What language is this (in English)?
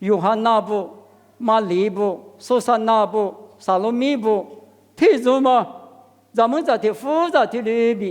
Lisu